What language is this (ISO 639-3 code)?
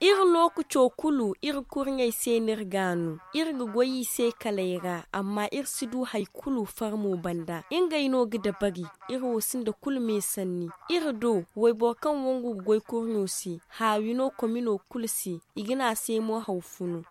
dje